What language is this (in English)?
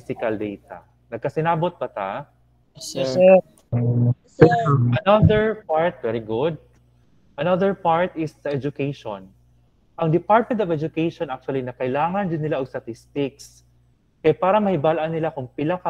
Cebuano